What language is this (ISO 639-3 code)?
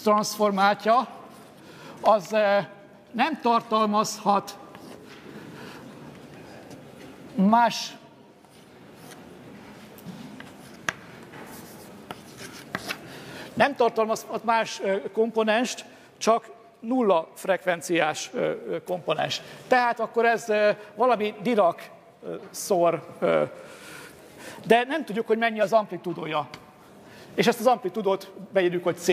hun